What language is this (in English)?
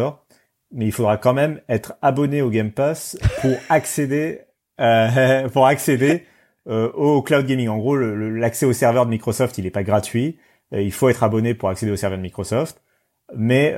French